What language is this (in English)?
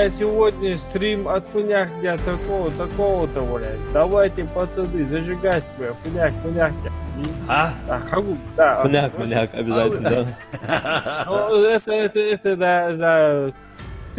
Ingush